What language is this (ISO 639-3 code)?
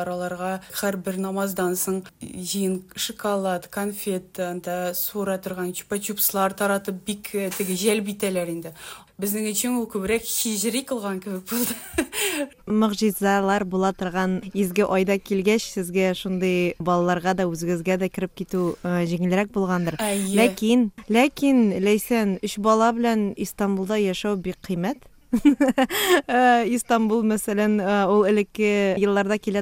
tat